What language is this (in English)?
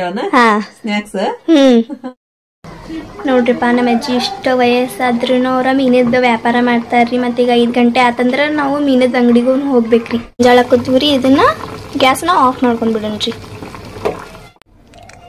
Kannada